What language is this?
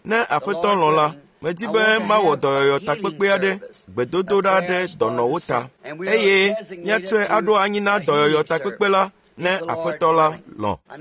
Ewe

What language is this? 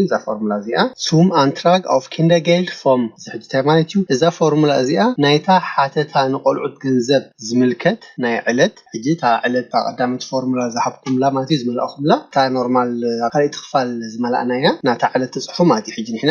Tigrinya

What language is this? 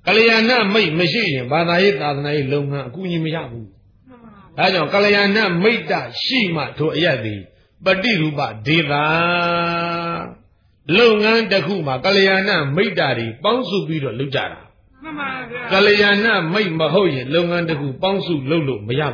Burmese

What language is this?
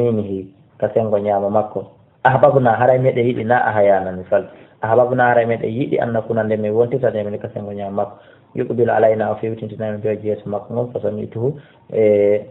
Fula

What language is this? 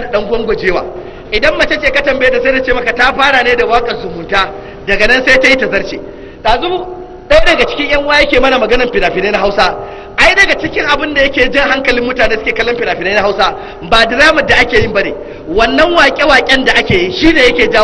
Hausa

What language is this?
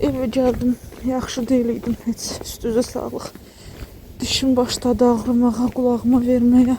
Azerbaijani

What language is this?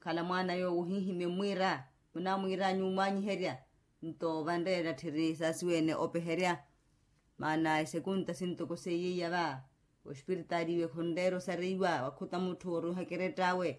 Makhuwa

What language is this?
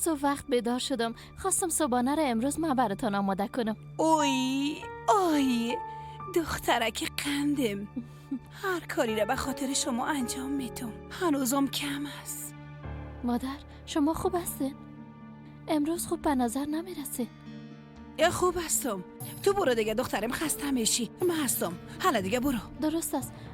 Persian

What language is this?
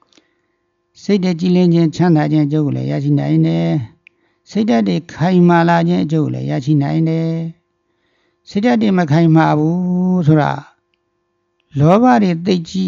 Burmese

